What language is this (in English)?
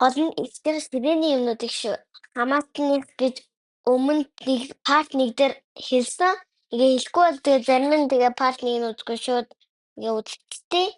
Mongolian